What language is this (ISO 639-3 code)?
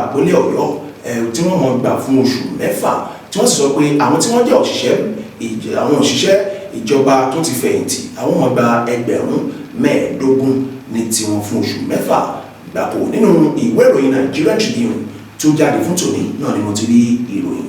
yor